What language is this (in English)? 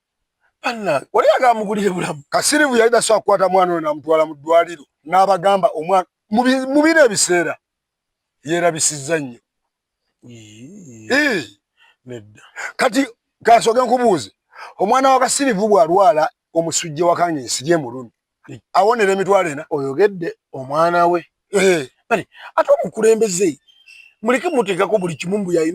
Ganda